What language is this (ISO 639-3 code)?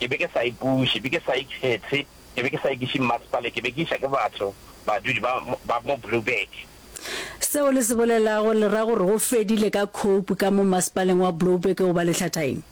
nso